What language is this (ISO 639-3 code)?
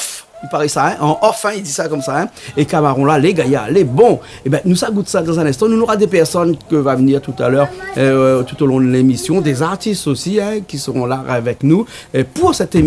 rcf